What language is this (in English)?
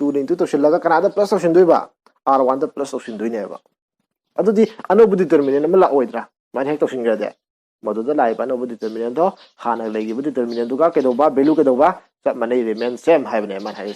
Manipuri